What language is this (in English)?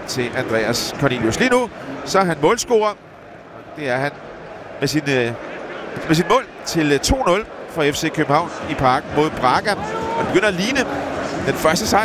Danish